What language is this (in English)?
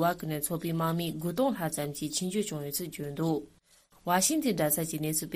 Tibetan